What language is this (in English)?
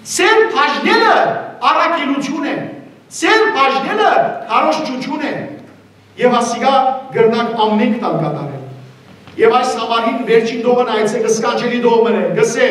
Western Armenian